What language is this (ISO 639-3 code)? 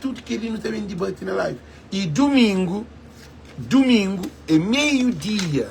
kea